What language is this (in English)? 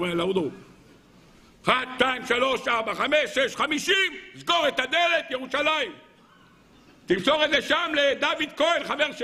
Hebrew